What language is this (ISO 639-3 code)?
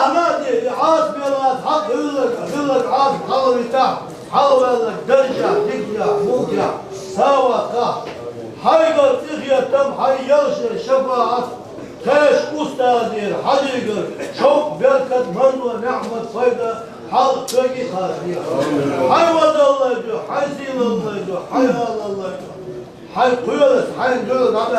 che